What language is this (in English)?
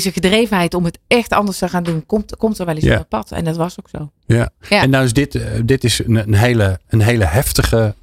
Dutch